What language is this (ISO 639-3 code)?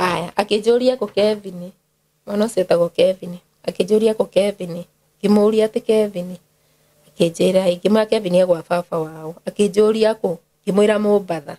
kik